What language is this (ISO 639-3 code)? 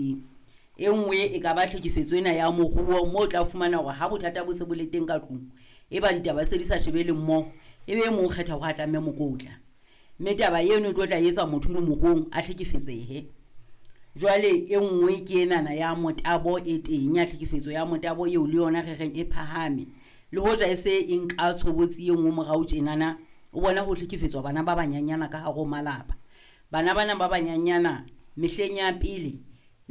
sot